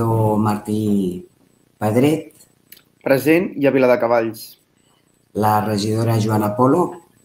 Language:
Catalan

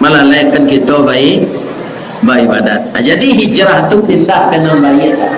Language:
Minangkabau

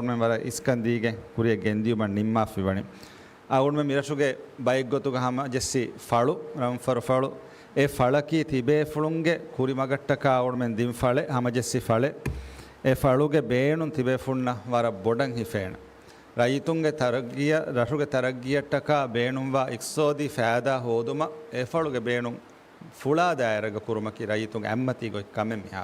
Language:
Divehi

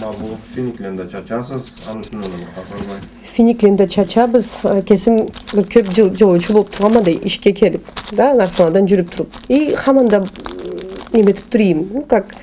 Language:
Karachay-Balkar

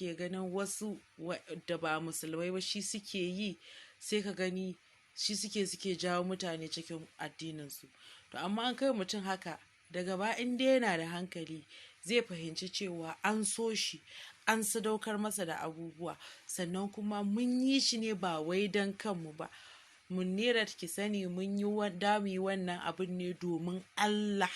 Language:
Hausa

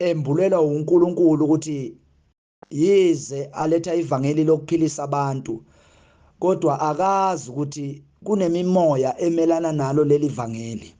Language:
Zulu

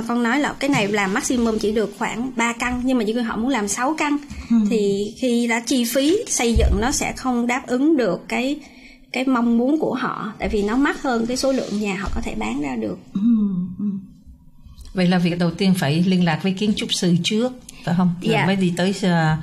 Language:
Vietnamese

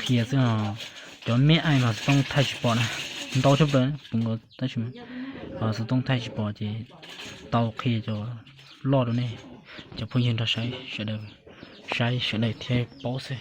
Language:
Hmong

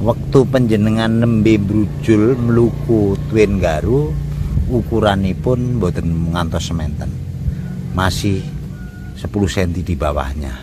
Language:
Javanese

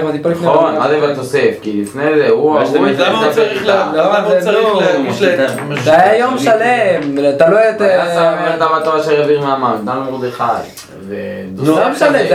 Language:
Hebrew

